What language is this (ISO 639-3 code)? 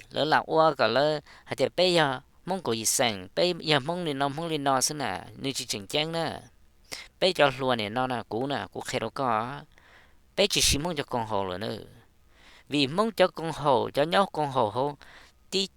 hmn